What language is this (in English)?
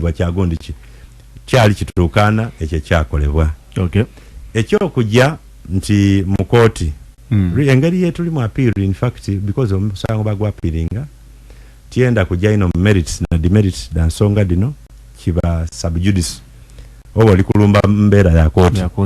Ganda